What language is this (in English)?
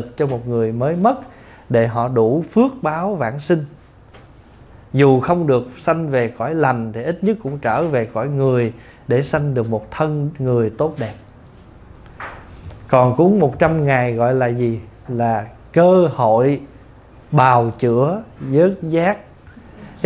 Vietnamese